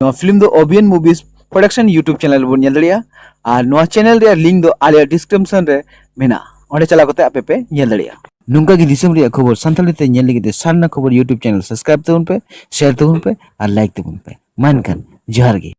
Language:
Santali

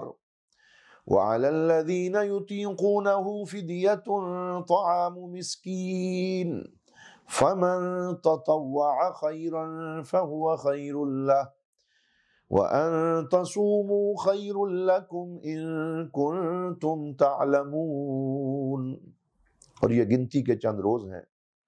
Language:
Urdu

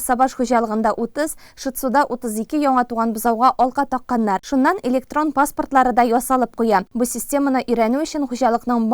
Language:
Tatar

